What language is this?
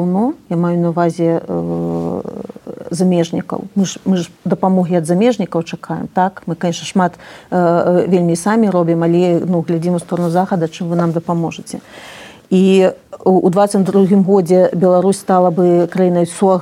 Belarusian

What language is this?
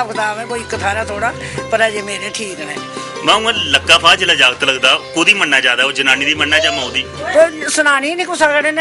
Dogri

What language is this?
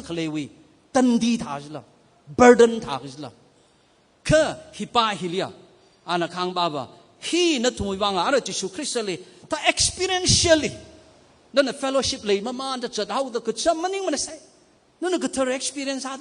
Tangkhul Naga (India)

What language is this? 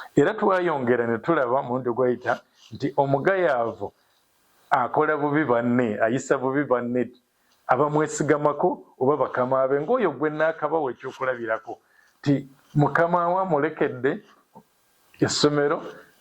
Ganda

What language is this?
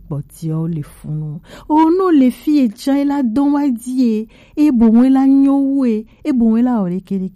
Gen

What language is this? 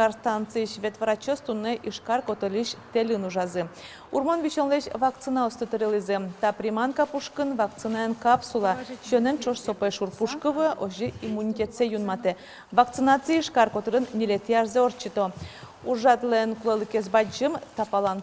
Udmurt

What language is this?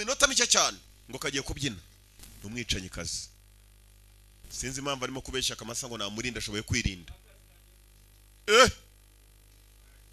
Kinyarwanda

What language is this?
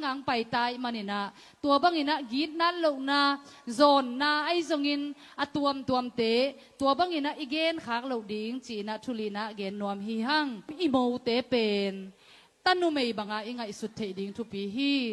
Tedim Chin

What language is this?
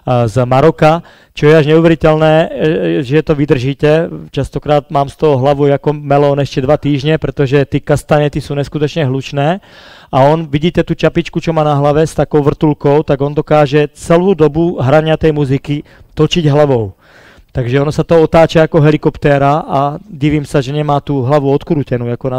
Slovak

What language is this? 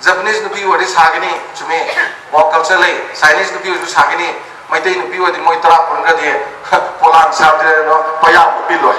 Manipuri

